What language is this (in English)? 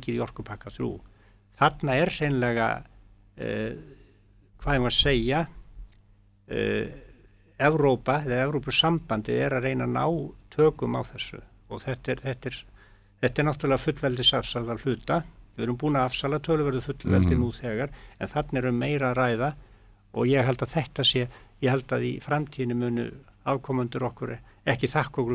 Icelandic